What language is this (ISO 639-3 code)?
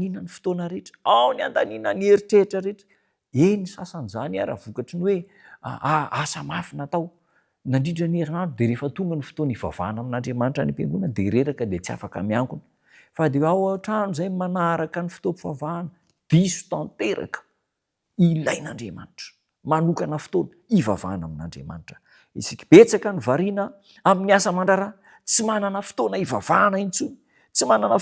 mlg